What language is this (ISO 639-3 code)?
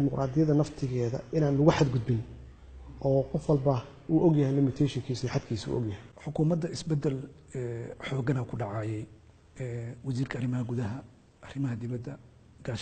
som